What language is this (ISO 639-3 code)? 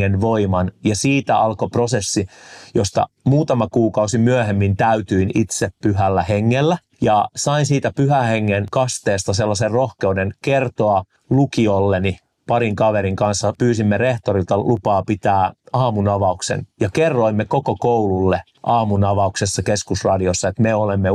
fin